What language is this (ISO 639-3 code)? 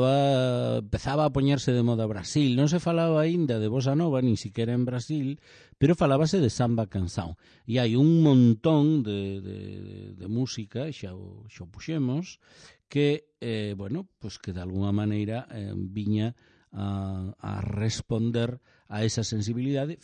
glg